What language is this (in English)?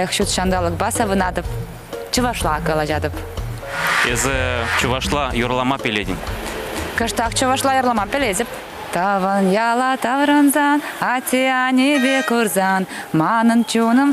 Chuvash